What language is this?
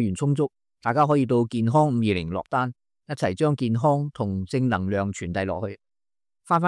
Cantonese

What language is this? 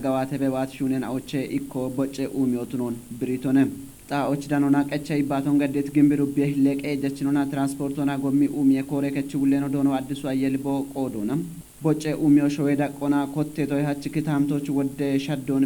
Kafa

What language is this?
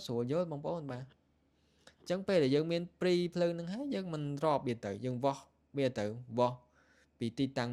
Khmer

